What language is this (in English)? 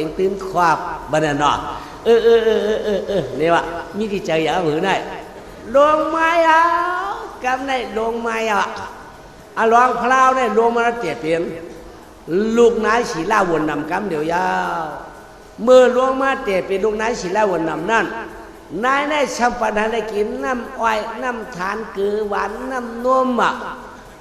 Shan